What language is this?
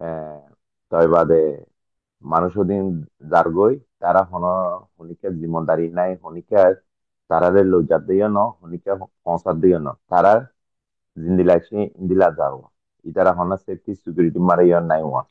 Rohingya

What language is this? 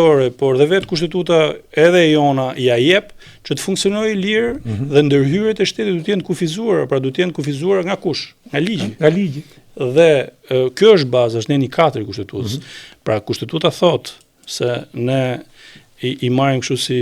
Albanian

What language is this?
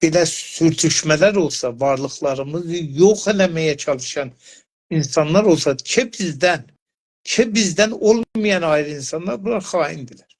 South Azerbaijani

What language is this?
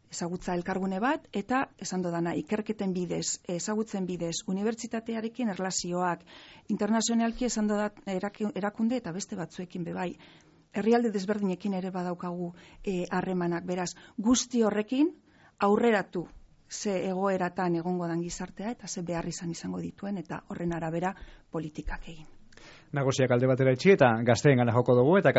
Basque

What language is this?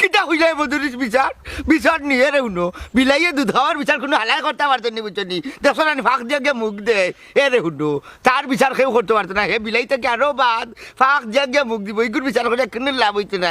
Sylheti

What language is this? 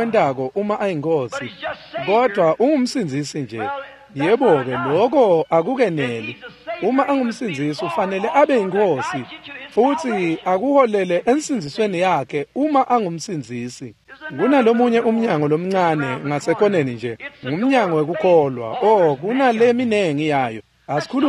Swati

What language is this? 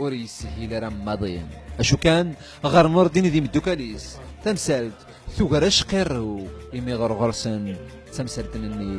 Kabyle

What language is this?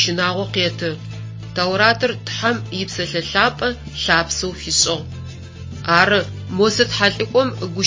Adyghe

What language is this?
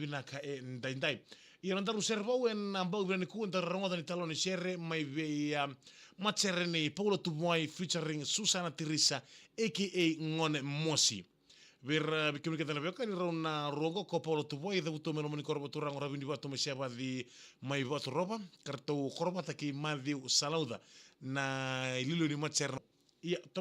Fijian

